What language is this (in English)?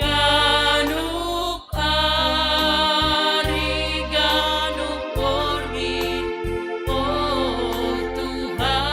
Batak Simalungun